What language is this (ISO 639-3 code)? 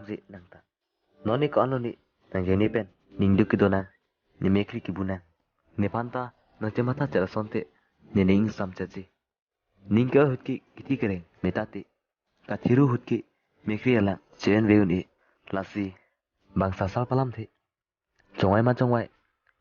mjw